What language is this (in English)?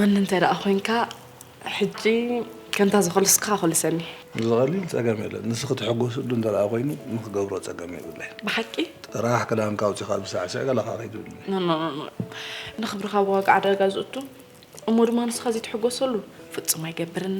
Tigrinya